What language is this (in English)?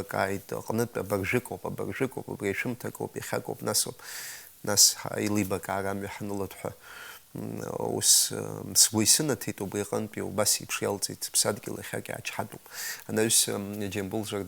Abkhazian